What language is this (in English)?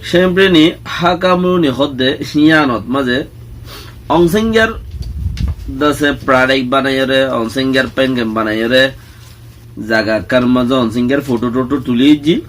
Rohingya